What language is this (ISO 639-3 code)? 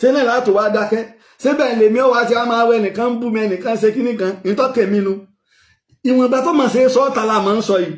yor